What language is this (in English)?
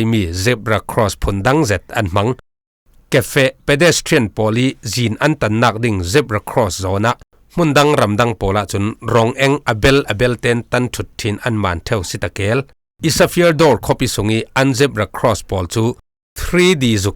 Falam Chin